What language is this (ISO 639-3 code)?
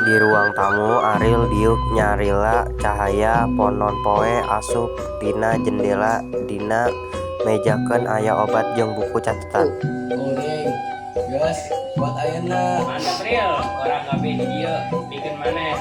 sun